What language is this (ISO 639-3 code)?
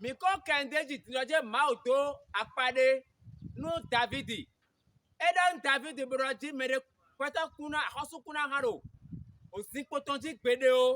fon